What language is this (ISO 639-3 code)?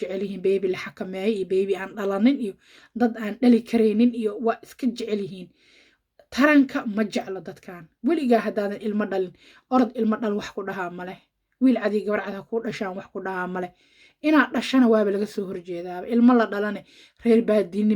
som